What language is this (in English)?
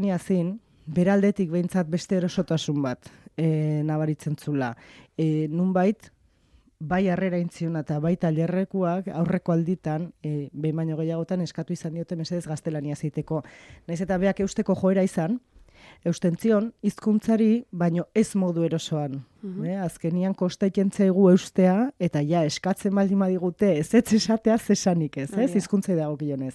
Basque